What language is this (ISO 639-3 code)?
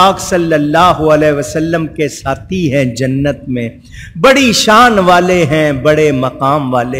urd